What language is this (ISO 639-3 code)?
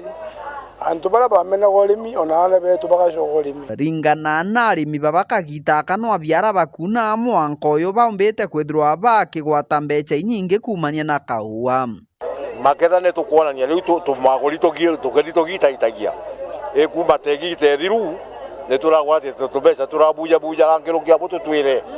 mer